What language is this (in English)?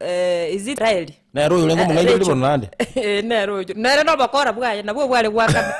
Gusii